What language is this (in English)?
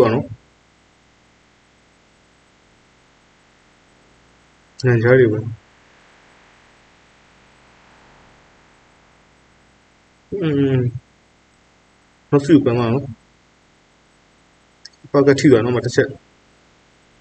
Burmese